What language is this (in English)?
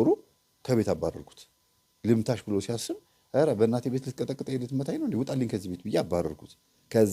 Amharic